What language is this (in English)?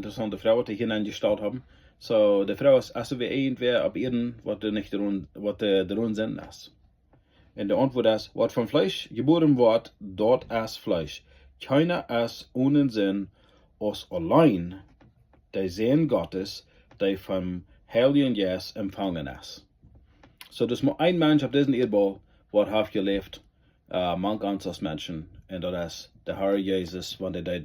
Plautdietsch